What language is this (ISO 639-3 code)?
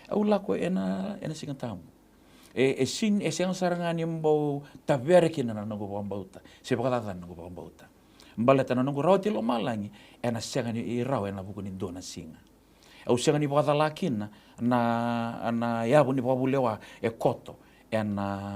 fij